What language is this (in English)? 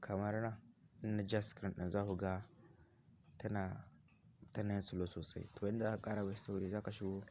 Hausa